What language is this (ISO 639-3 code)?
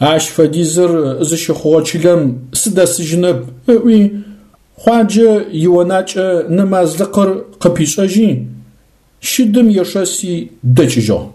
ady